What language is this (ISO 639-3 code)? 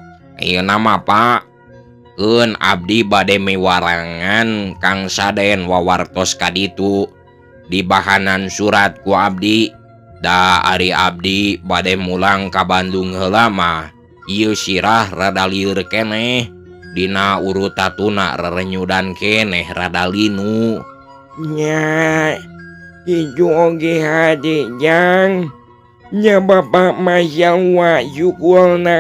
sun